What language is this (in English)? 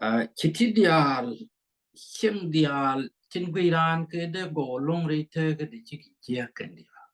Nuer